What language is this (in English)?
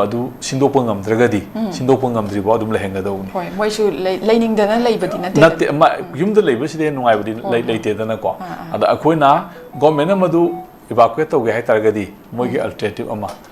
Manipuri